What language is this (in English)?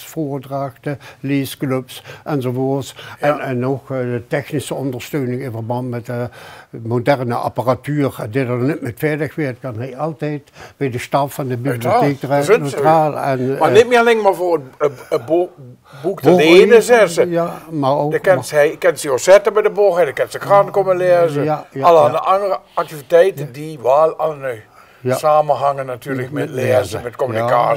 Limburgish